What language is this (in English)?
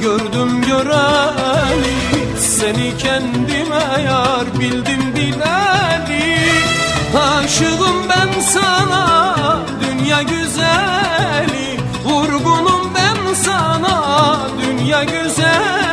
Turkish